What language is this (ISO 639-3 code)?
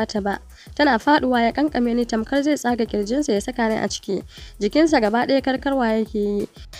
hau